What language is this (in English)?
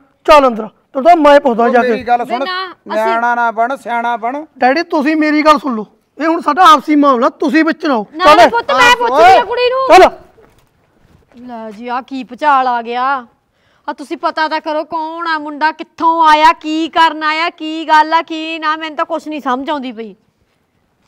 Punjabi